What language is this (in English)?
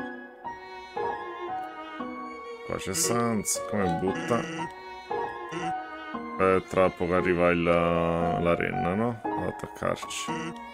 Italian